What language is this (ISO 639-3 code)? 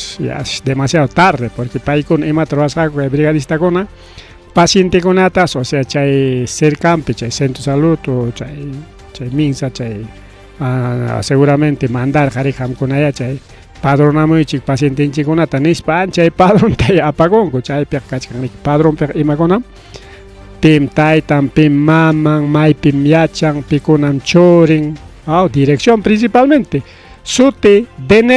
quy